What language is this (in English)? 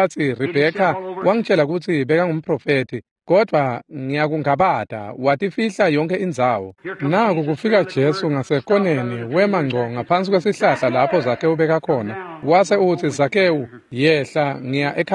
Swati